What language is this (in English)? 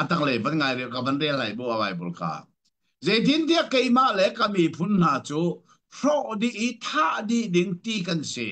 Hakha Chin